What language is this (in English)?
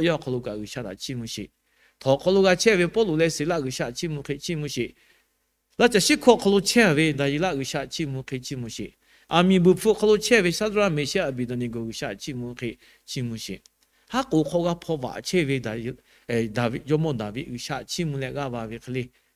Lahu